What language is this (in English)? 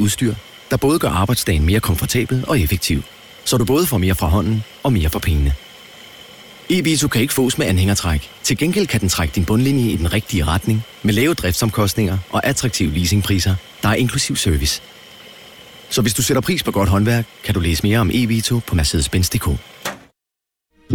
Danish